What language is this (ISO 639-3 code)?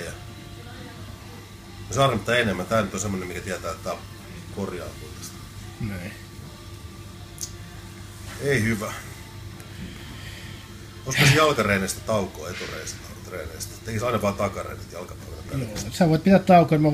fin